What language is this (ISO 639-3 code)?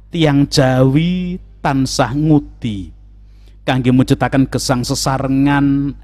jav